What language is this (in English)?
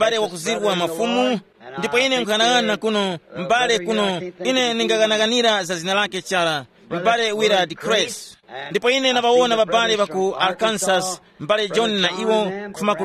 Tumbuka